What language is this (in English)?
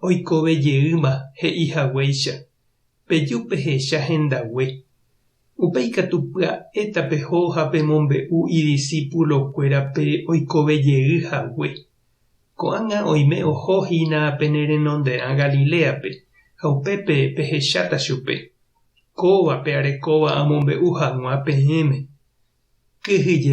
Guarani